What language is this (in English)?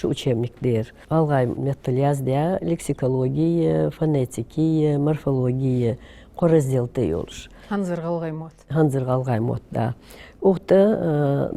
Ingush